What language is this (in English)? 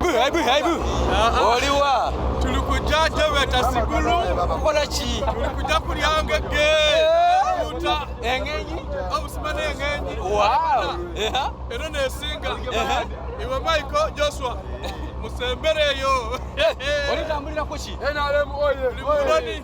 Soga